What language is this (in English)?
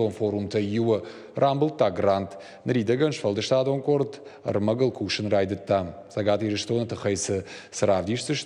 Ossetic